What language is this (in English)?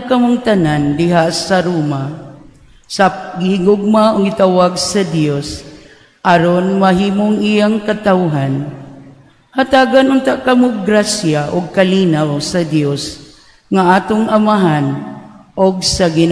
Cebuano